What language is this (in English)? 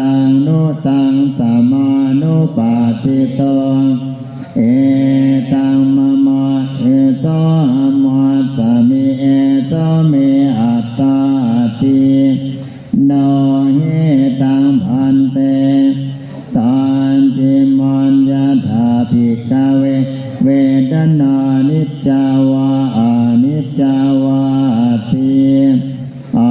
Pali